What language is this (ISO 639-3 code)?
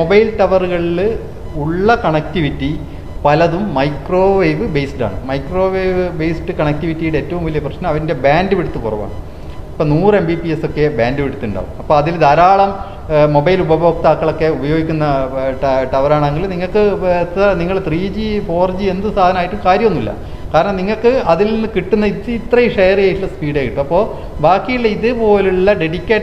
mal